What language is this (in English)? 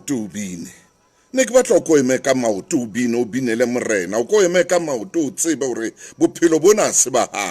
Southern Sotho